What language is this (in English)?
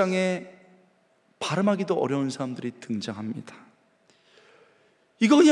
Korean